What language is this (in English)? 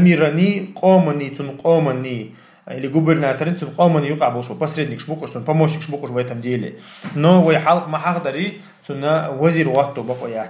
Chechen